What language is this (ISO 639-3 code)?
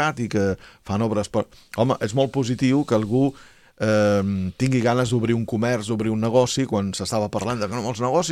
cat